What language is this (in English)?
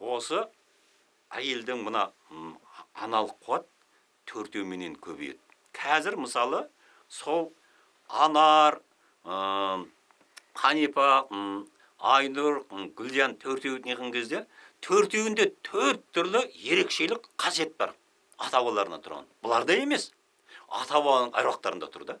Kazakh